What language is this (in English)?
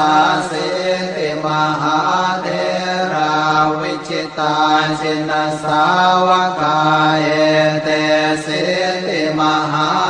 Pali